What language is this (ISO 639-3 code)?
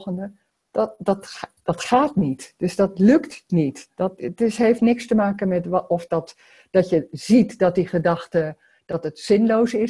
nld